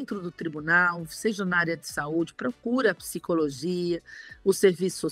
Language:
Portuguese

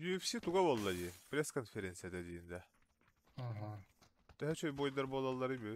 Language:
Yakut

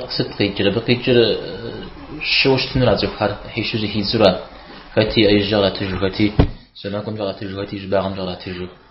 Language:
Kabardian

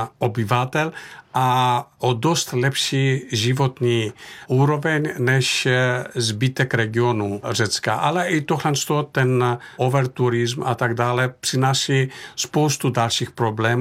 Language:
Czech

